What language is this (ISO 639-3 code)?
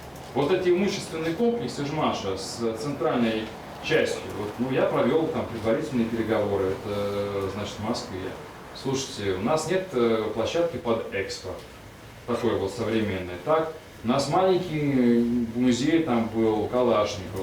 udm